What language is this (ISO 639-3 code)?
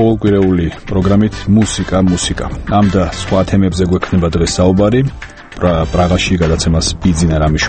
kat